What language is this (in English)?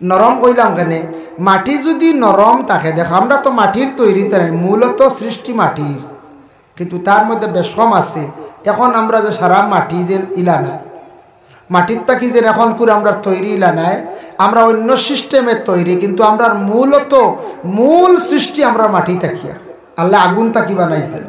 Sylheti